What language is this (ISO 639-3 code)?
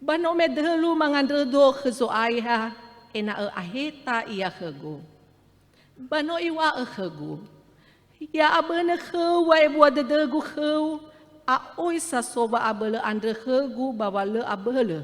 nia